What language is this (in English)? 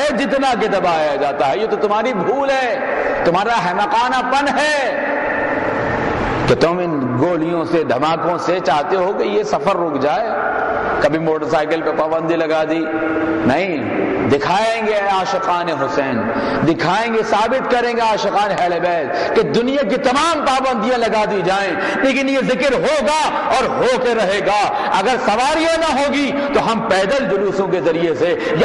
Urdu